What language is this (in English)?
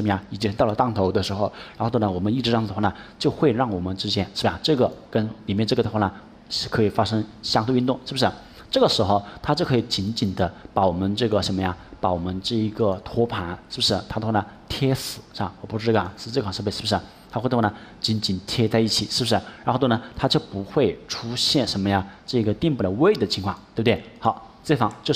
Chinese